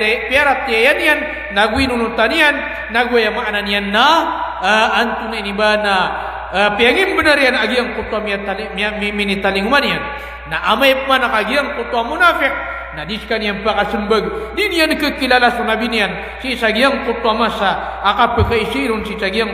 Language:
Maranao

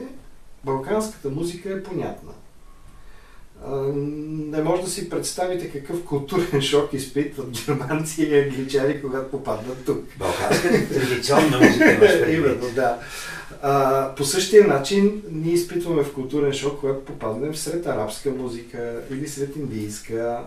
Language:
Bulgarian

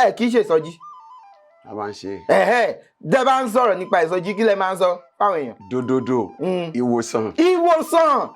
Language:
Yoruba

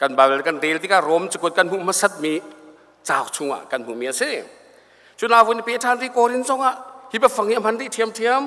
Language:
Hakha Chin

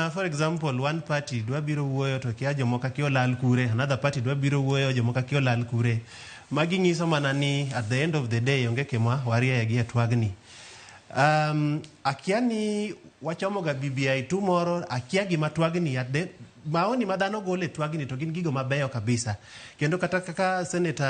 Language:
Luo (Kenya and Tanzania)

